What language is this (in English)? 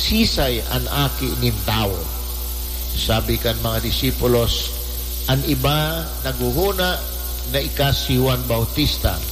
Bikol